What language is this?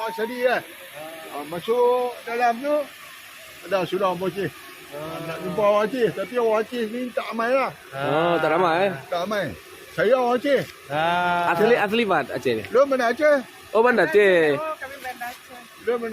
Achinese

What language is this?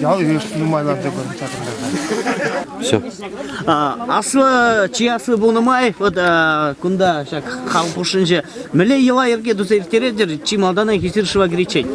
Chuvash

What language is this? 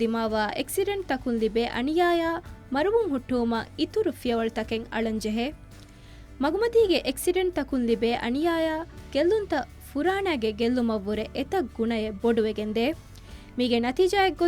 Divehi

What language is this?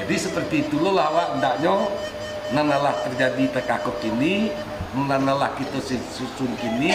Minangkabau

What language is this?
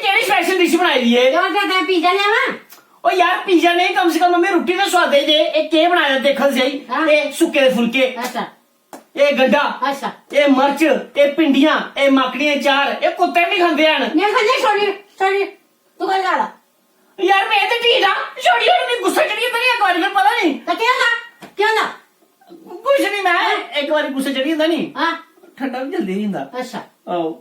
Dogri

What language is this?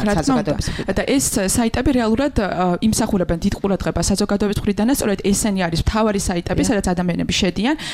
Georgian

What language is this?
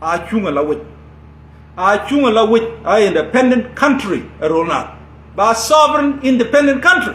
Nuer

